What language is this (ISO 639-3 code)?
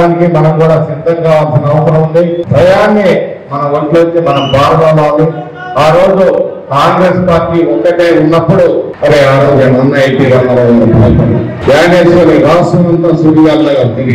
tel